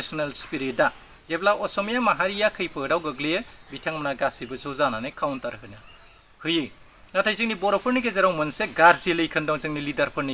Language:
Bodo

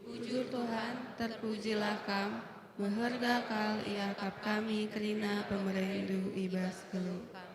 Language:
Batak Karo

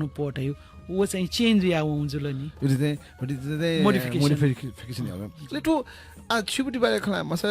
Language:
Newari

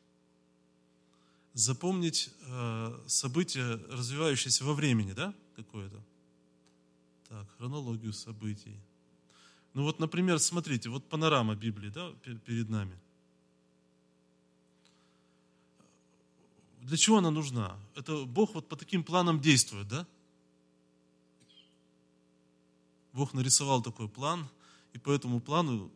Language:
Russian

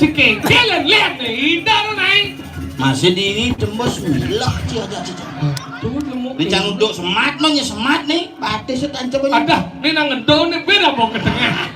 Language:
Balinese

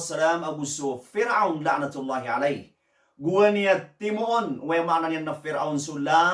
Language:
Maranao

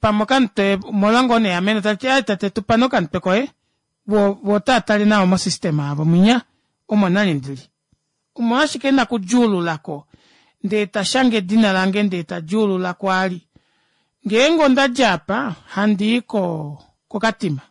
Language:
Kuanyama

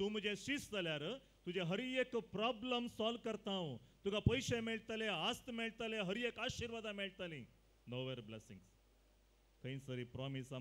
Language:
Konkani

